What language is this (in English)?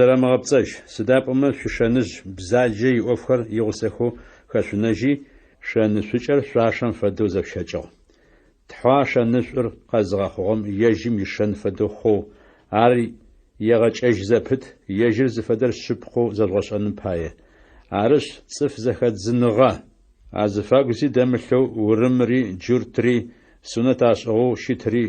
Adyghe